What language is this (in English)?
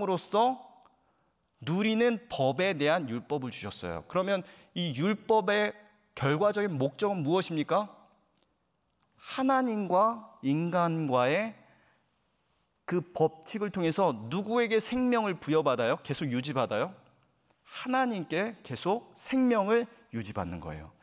Korean